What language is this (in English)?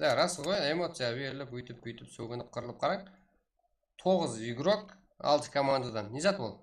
Kara-Kalpak